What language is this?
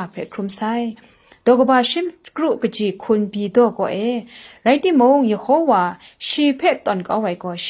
Kachin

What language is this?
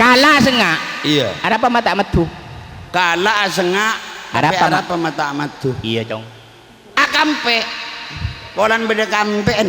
Madurese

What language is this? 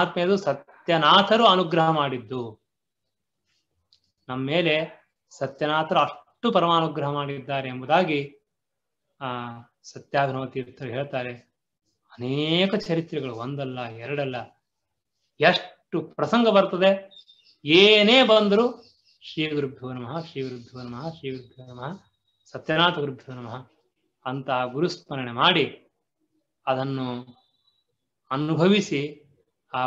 Kannada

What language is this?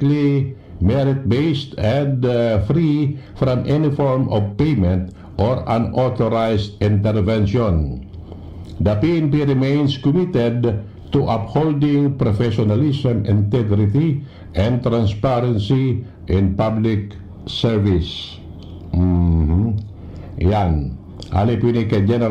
Bikol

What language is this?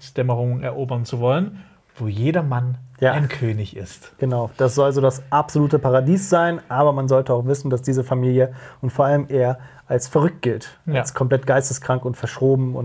German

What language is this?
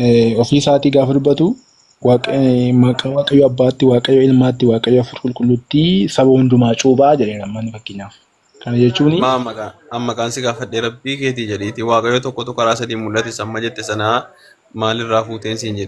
Oromo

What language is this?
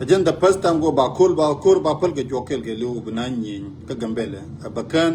Nuer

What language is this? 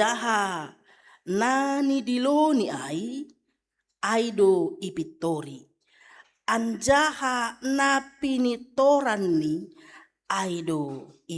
Batak Simalungun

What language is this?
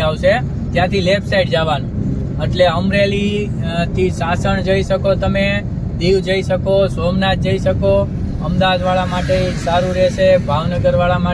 Gujarati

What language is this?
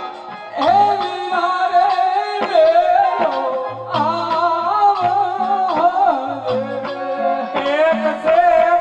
Gujarati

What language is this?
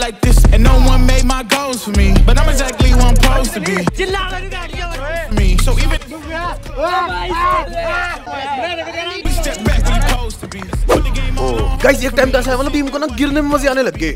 Hindi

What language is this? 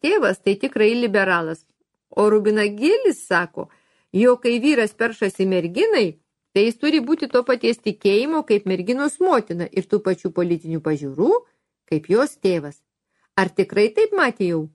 Lithuanian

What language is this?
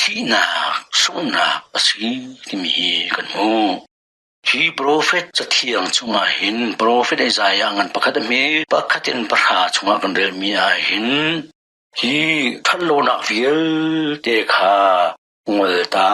Hakha Chin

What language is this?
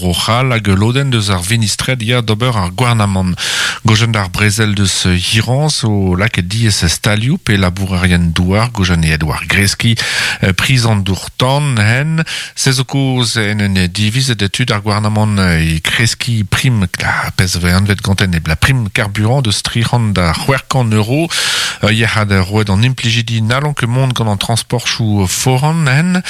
Breton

